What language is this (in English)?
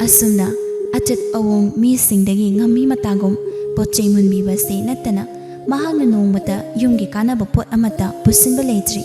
Manipuri